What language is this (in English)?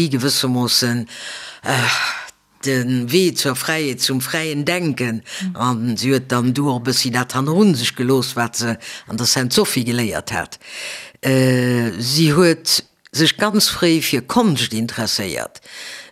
Luxembourgish